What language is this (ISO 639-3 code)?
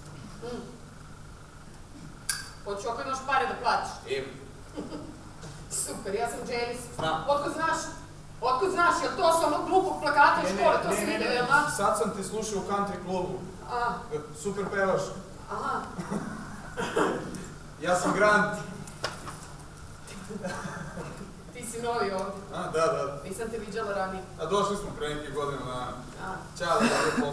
srp